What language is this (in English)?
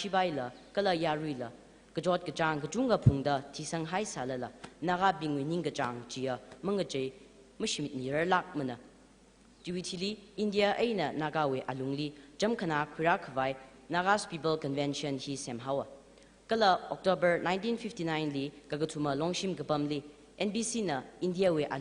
Tangkhul Naga (India)